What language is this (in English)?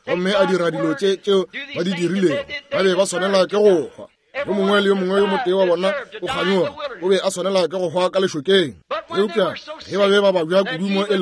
Northern Sotho